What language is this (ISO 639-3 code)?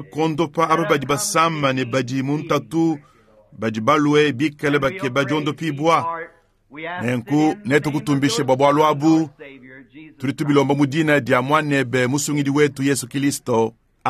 lua